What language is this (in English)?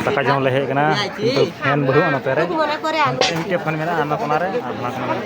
Santali